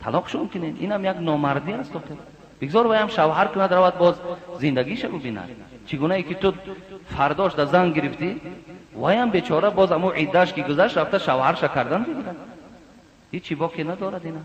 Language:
Tajik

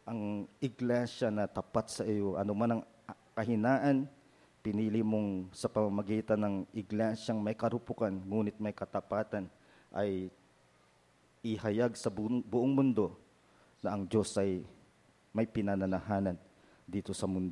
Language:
Filipino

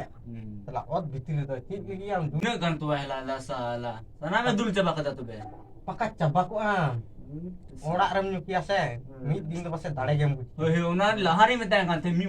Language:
Santali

